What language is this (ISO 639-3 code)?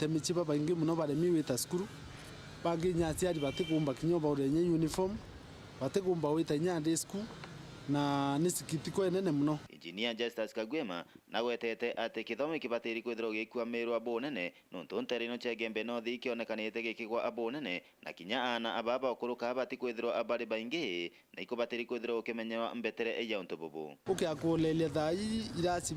mer